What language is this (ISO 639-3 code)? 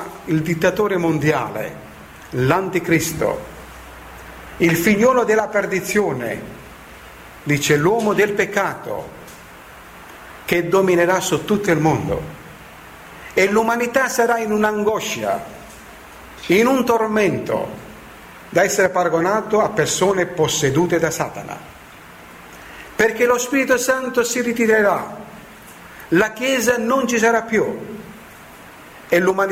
ita